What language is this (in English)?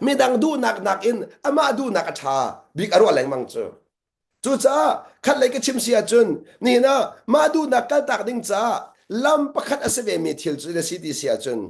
Hakha Chin